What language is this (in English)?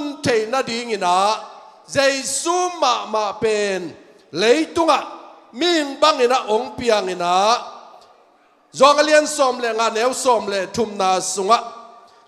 Tedim Chin